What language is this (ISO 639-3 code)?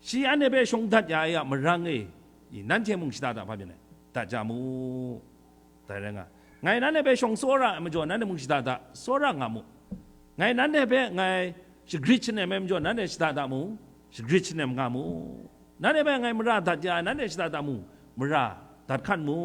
kac